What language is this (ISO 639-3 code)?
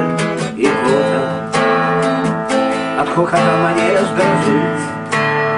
rus